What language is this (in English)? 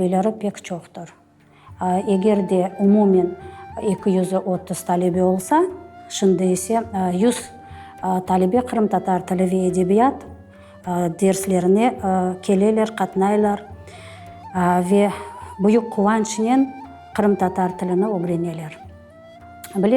Crimean Tatar